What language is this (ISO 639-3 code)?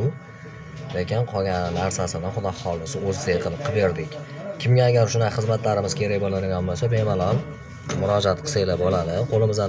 uzb